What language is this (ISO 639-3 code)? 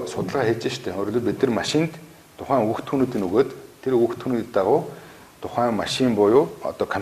mon